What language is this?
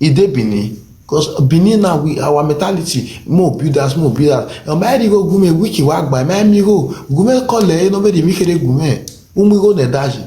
Nigerian Pidgin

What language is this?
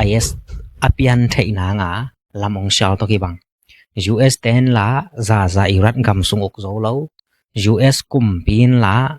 Tedim Chin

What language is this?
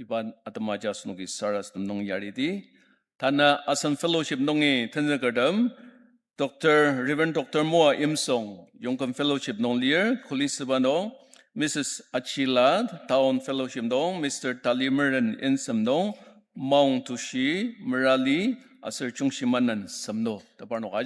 Ao Naga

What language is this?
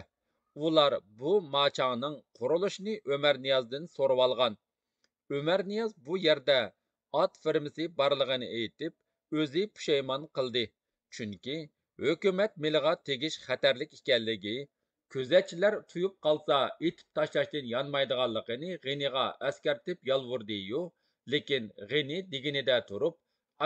Uyghur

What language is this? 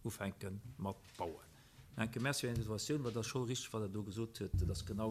Luxembourgish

